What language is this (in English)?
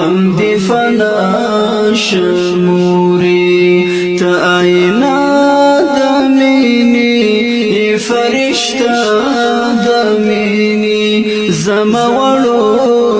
Pashto